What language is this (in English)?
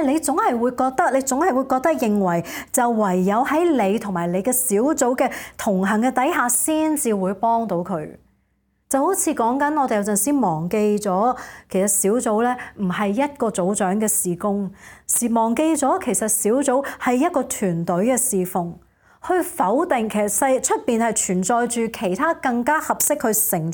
Cantonese